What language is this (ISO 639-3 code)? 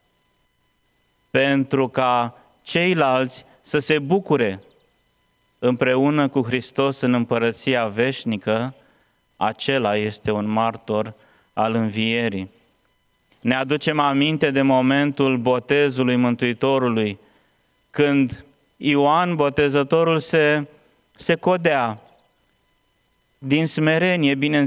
ron